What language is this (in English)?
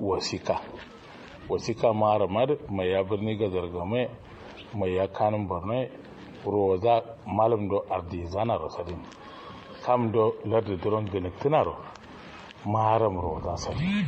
Kanuri